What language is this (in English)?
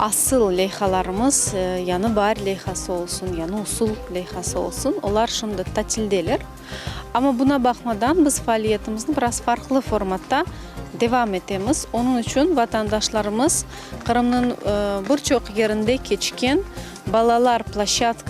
Crimean Tatar